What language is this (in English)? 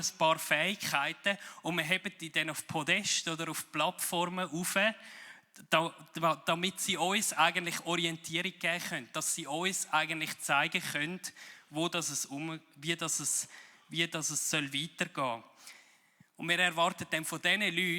Swiss German